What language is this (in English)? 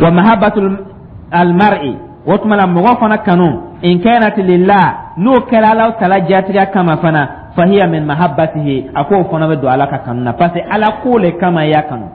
Dyula